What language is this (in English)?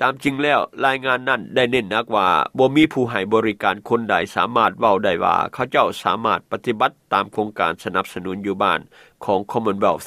Lao